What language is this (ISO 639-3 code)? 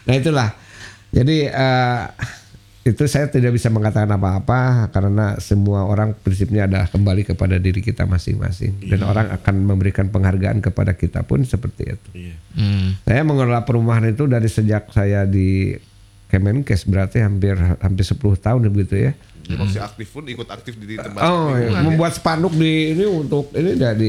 ind